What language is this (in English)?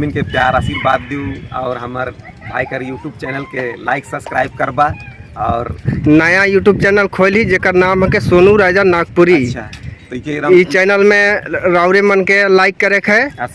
Sadri